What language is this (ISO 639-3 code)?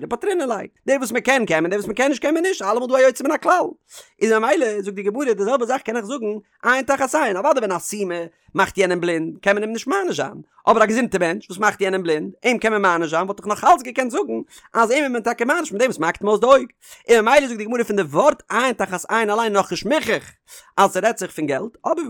yid